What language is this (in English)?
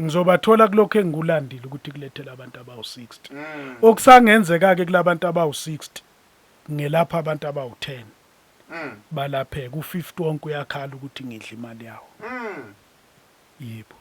Zulu